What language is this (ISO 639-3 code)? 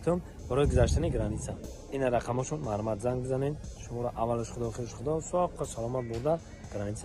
tgk